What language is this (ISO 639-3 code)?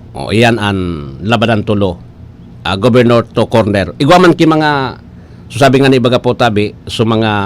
bik